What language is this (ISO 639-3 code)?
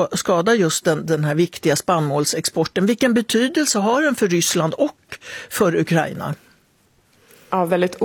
swe